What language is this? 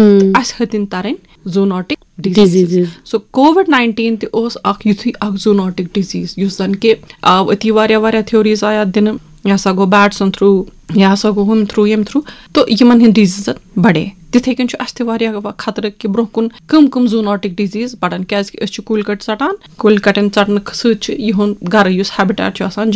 Kashmiri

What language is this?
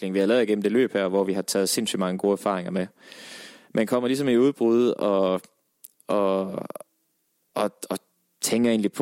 Danish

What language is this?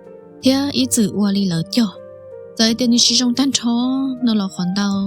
Hmong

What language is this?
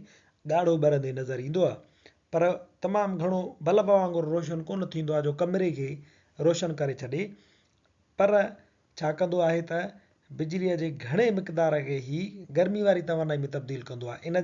Sindhi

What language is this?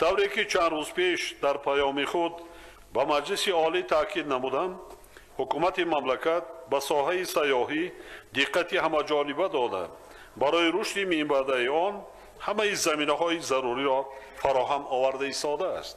Tajik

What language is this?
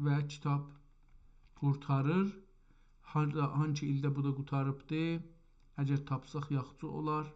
South Azerbaijani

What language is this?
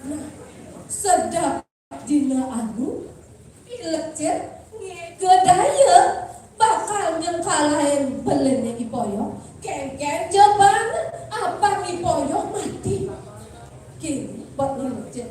Balinese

